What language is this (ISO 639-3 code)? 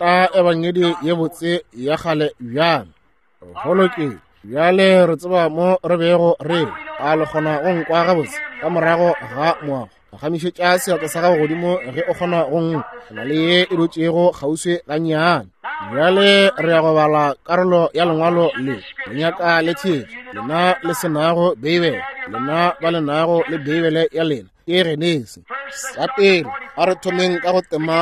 nso